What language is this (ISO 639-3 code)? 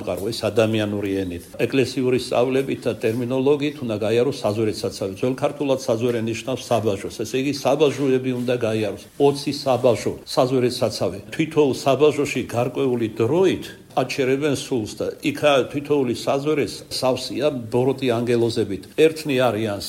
kat